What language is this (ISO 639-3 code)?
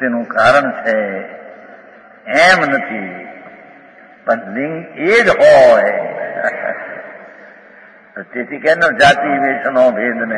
guj